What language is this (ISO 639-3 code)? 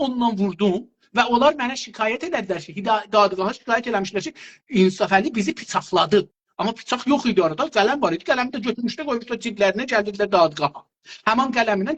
azb